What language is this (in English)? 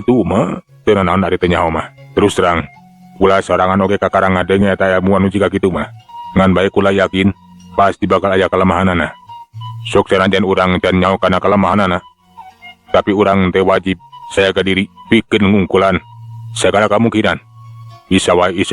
Sundanese